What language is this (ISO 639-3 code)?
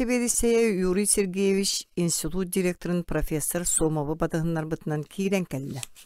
sah